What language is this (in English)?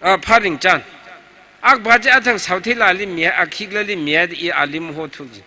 Tangkhul Naga (India)